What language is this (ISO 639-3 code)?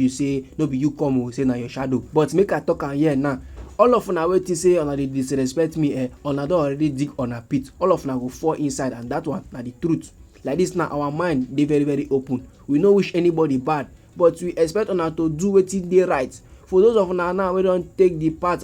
pcm